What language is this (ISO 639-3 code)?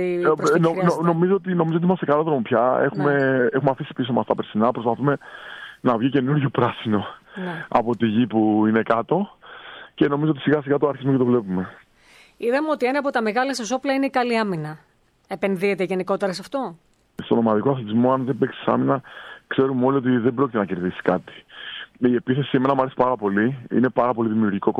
ell